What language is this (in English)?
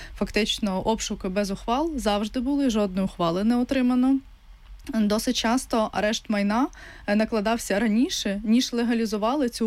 Ukrainian